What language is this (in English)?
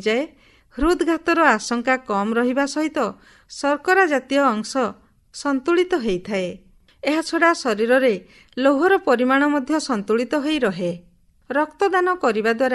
Odia